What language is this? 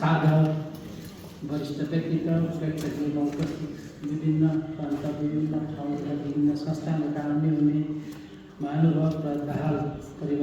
Nepali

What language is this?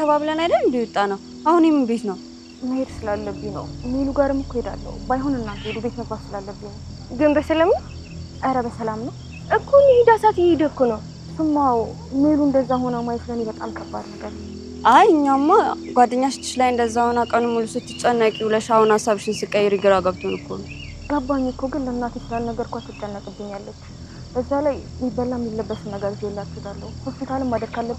Amharic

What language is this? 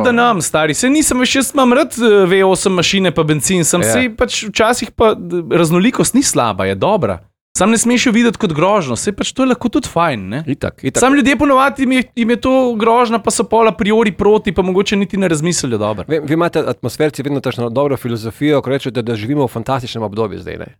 Slovenian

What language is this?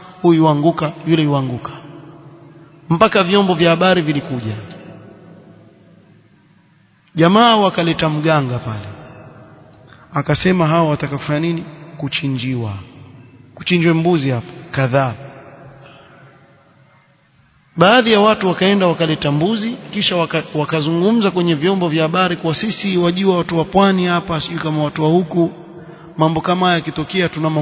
Swahili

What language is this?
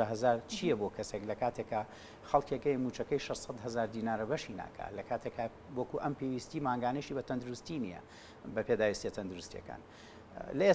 Central Kurdish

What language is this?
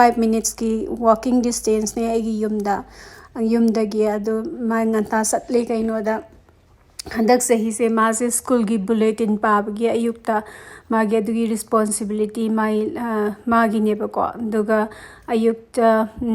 Manipuri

